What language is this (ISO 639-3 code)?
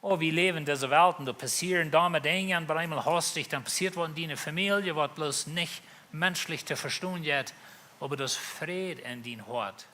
pdt